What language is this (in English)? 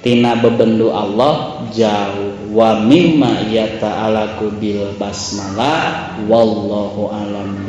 Sundanese